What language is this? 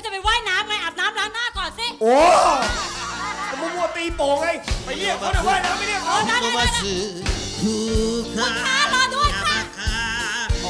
Thai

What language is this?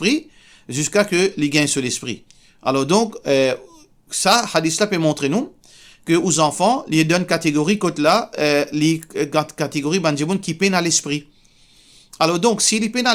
Morisyen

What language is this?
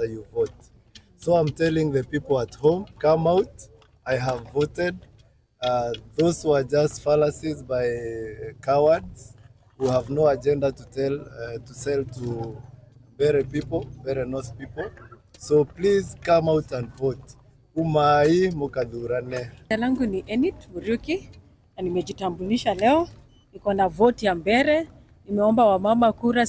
Meru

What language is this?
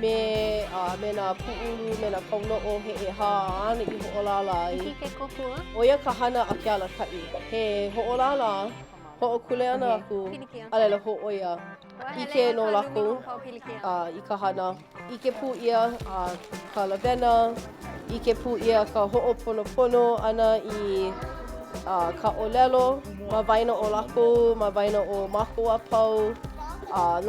Hawaiian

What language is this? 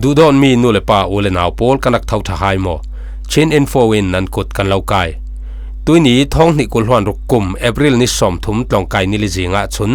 Falam Chin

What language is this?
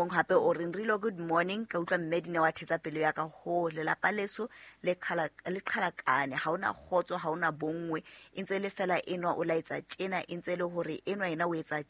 Southern Sotho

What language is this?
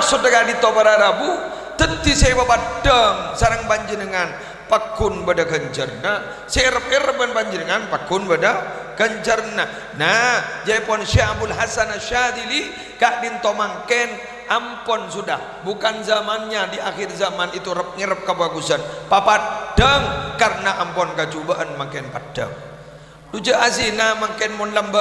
Madurese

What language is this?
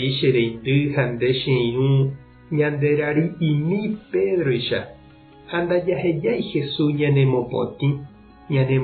Guarani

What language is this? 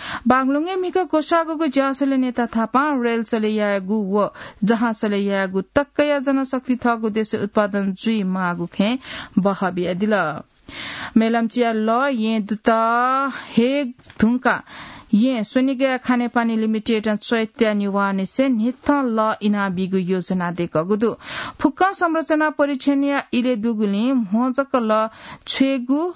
Newari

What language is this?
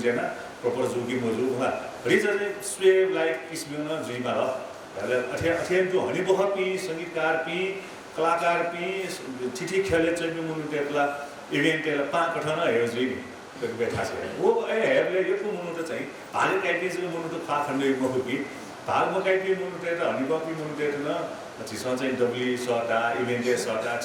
Newari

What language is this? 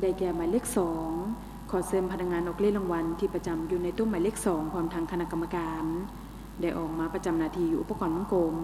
Lao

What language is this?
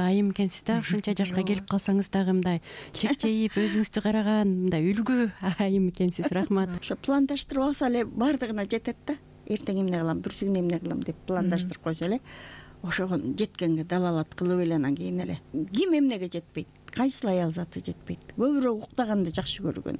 Kyrgyz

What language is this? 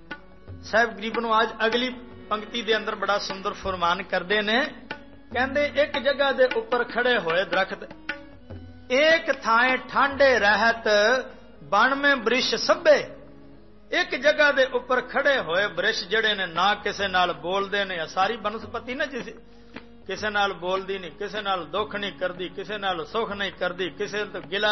Punjabi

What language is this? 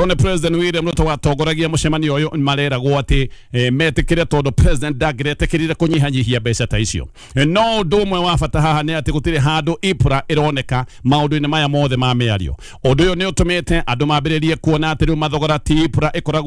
Kikuyu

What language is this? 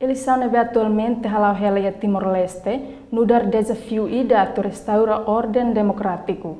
Tetum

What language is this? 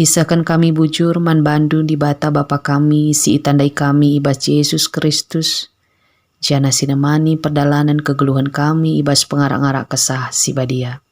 Batak Karo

